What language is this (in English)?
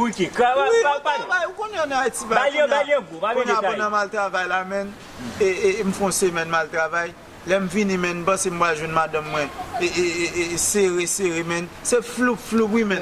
Haitian Creole